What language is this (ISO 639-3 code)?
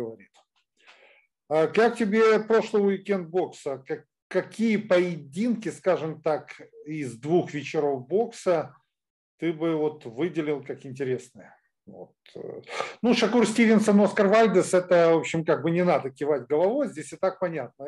rus